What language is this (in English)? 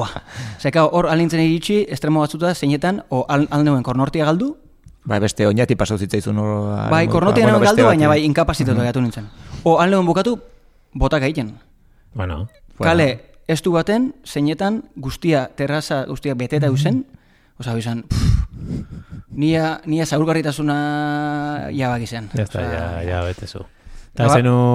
Basque